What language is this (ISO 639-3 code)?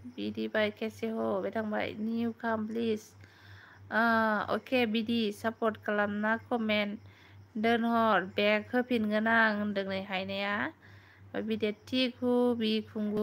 brx